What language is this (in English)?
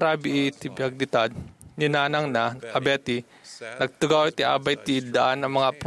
Iloko